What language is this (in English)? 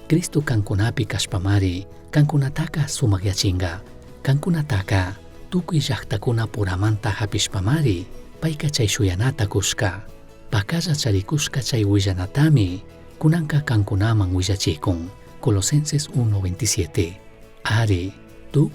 Chimborazo Highland Quichua